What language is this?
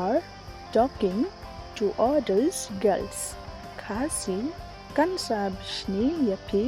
Khasi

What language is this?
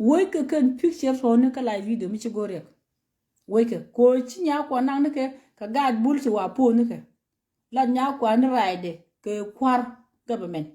Nuer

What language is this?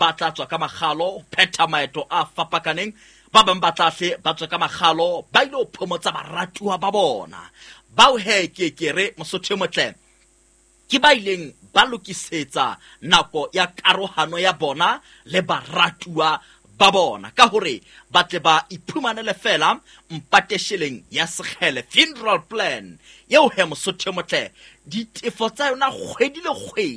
Southern Sotho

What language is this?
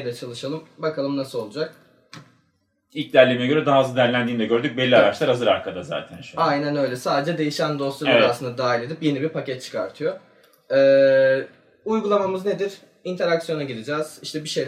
Turkish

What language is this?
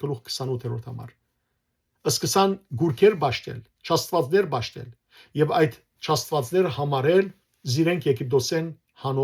Western Armenian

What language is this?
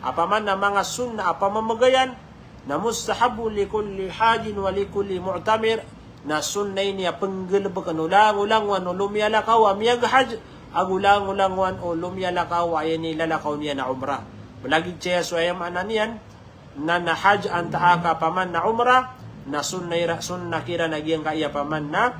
Maranao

